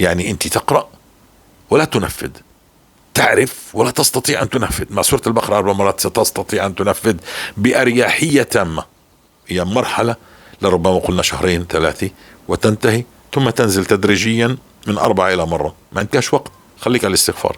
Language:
North Levantine Arabic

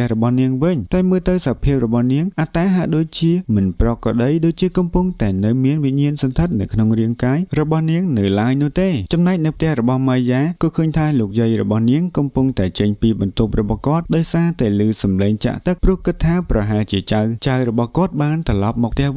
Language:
Khmer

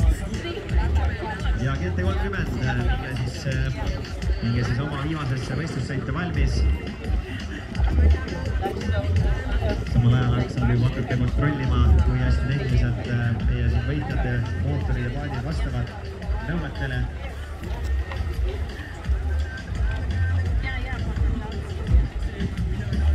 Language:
Estonian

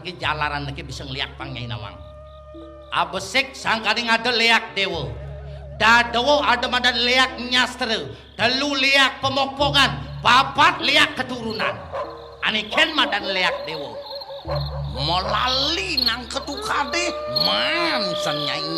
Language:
Balinese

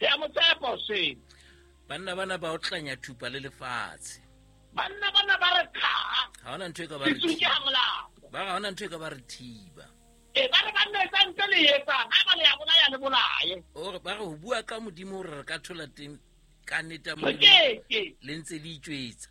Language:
Southern Sotho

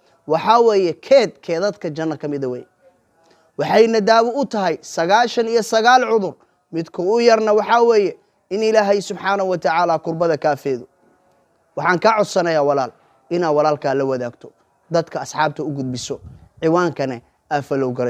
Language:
Somali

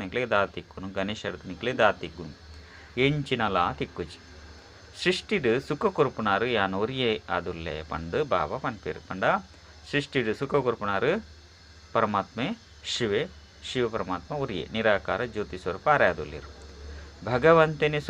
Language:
Tulu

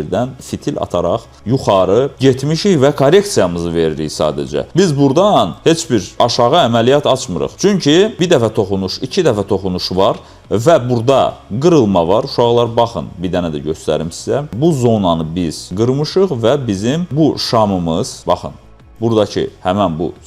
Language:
Azerbaijani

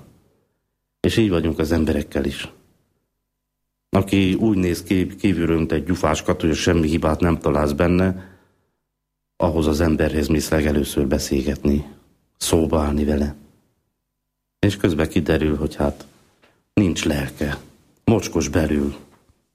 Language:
Hungarian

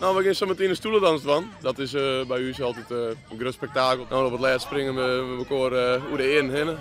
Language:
Western Frisian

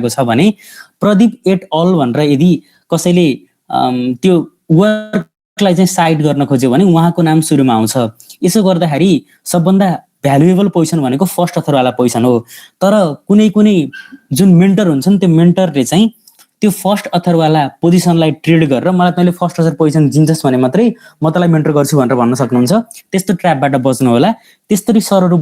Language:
Nepali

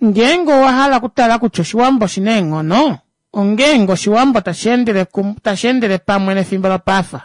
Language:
Kuanyama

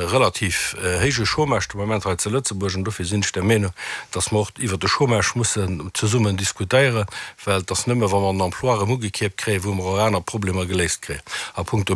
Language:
Luxembourgish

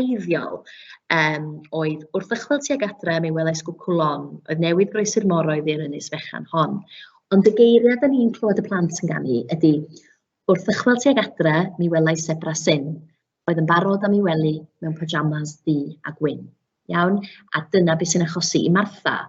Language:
Welsh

